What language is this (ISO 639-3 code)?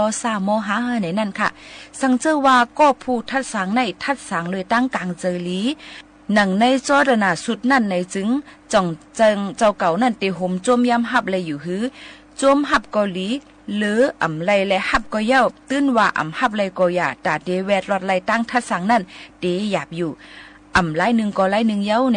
shn